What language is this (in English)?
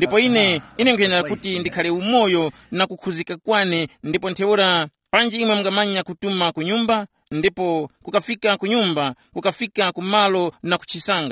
Tumbuka